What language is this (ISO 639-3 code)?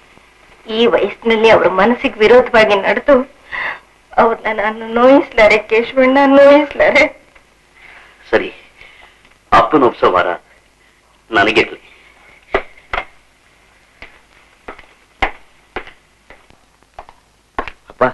kan